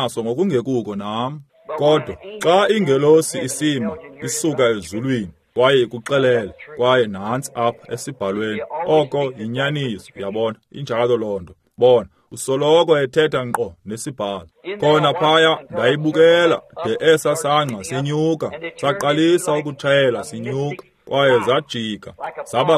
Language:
Xhosa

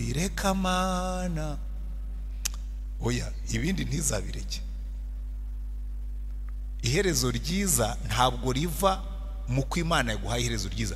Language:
Kinyarwanda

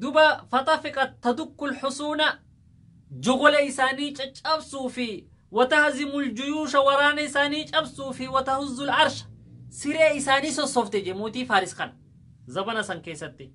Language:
Oromo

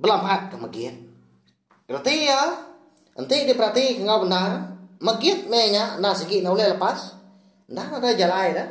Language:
Iban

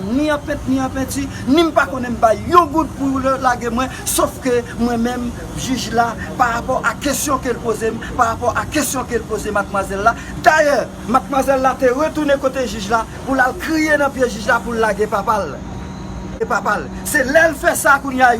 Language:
Haitian Creole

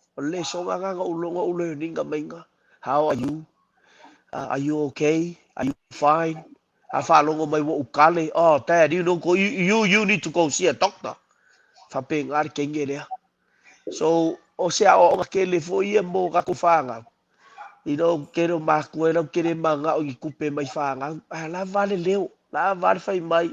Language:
Samoan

